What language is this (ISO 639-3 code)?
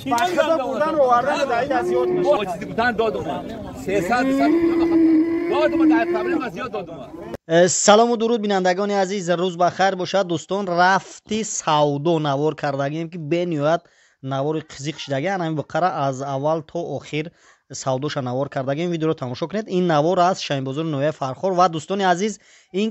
tgk